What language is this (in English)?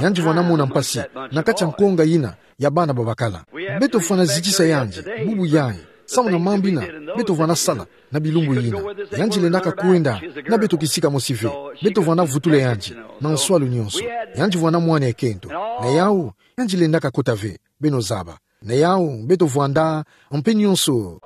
Kituba (Democratic Republic of Congo)